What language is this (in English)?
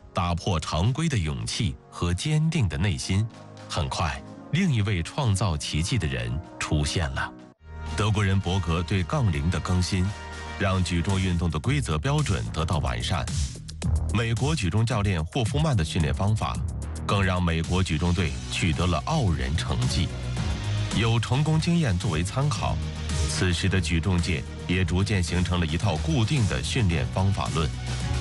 Chinese